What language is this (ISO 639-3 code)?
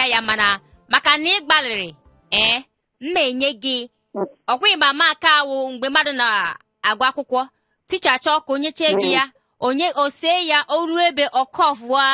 ibo